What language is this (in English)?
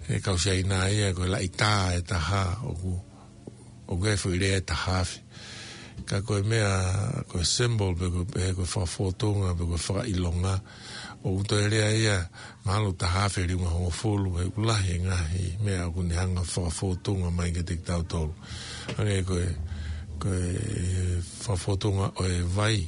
Tongan